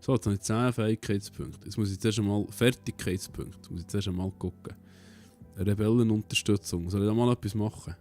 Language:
Swiss German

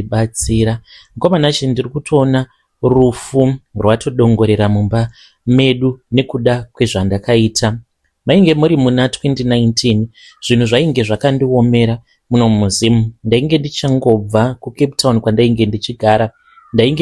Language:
Shona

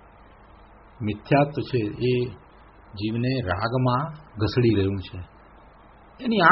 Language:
Gujarati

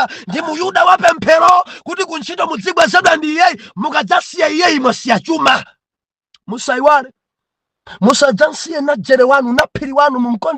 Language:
Nyanja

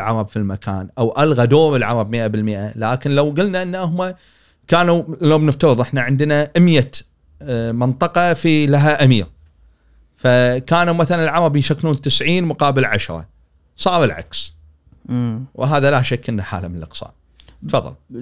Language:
Gulf Arabic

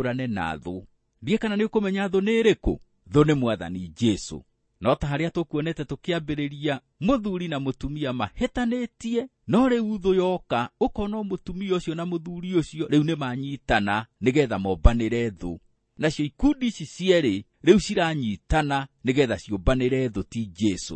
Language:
Kikuyu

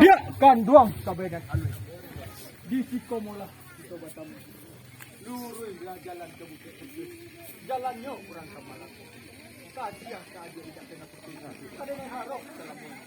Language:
Minangkabau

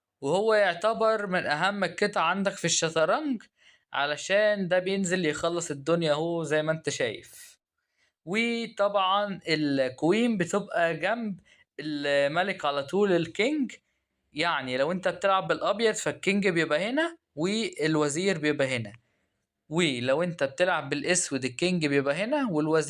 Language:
Egyptian Arabic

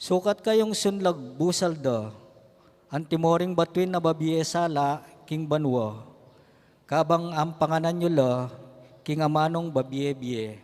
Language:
Pampanga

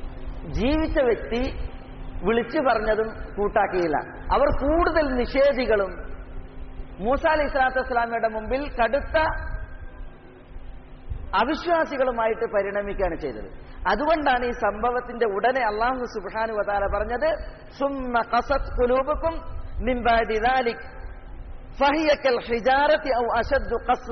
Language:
Malayalam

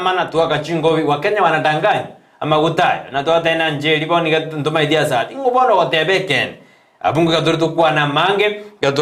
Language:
Gusii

